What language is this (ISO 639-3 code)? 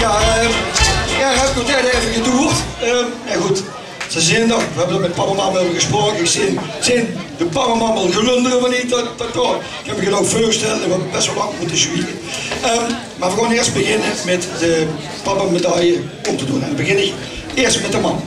lim